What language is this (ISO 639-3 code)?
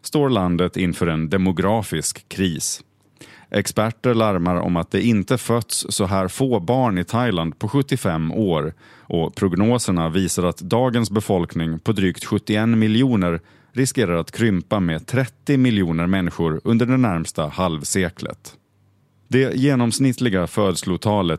swe